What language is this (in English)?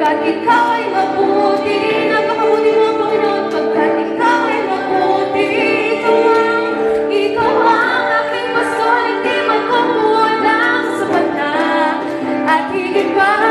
Filipino